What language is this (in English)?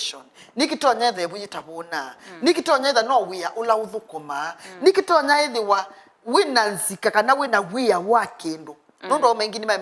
Kamba